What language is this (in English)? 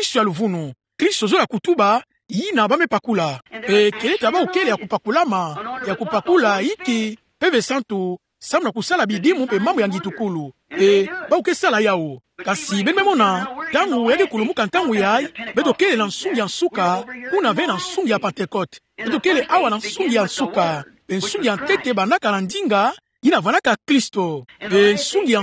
Kituba (Democratic Republic of Congo)